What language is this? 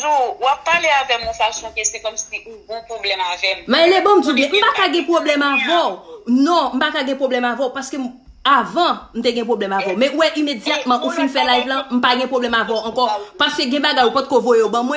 Haitian Creole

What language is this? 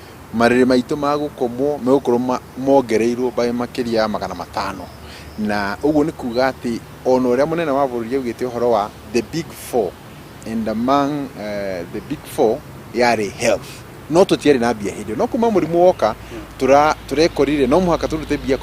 Kikuyu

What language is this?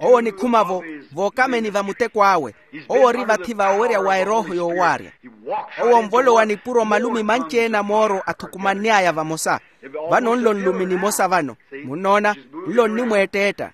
Makhuwa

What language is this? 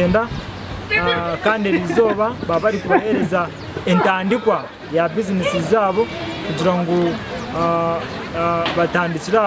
Nyankole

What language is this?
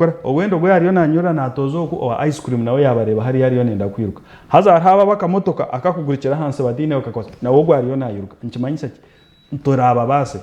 Nyankole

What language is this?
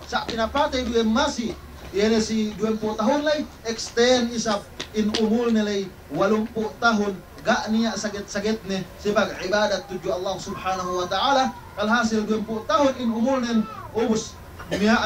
Yakan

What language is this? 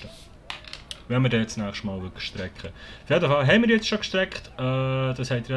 Swiss German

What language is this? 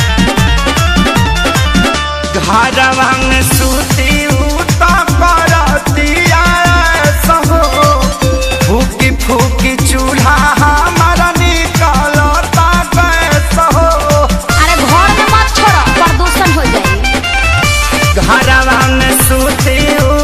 Bhojpuri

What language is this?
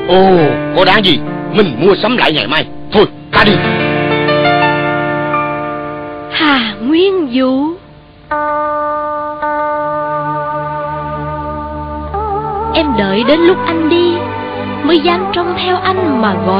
Vietnamese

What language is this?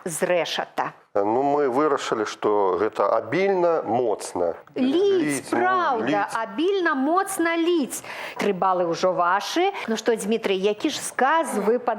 Belarusian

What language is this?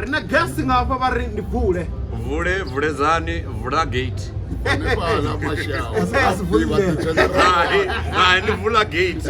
Venda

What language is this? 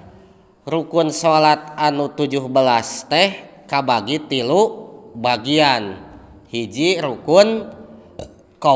Sundanese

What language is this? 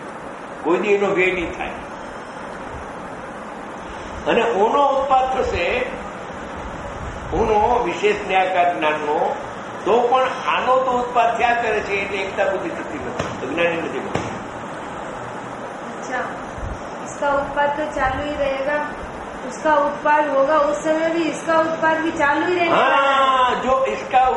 Gujarati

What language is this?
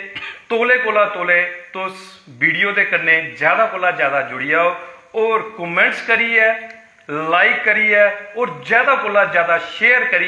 Dogri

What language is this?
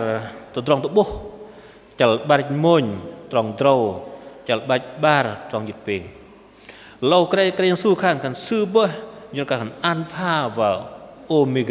Bahnar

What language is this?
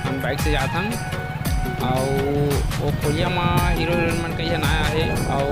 Chhattisgarhi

